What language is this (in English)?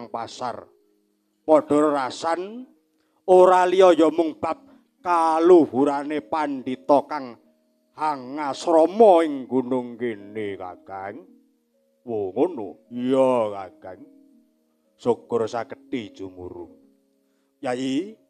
Javanese